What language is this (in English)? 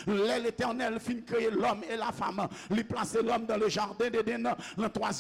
Haitian Creole